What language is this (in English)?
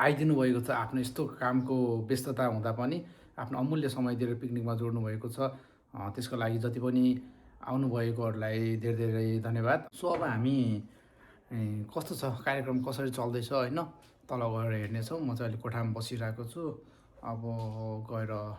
Nepali